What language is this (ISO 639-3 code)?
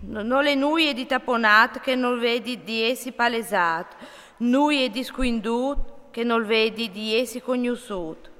fur